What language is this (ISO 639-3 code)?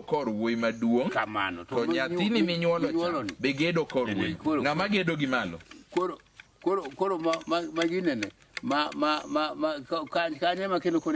luo